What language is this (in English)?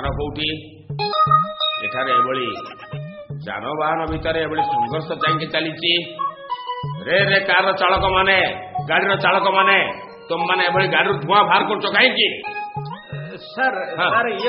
Odia